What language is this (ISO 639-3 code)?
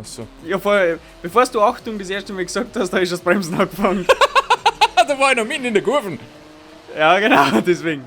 bar